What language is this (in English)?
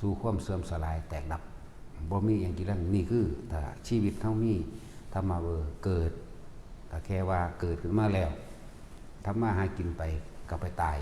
Northeastern Thai